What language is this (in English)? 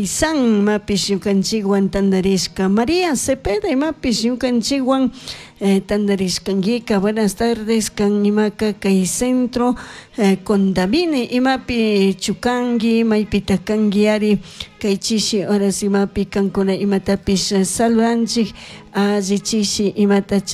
Chimborazo Highland Quichua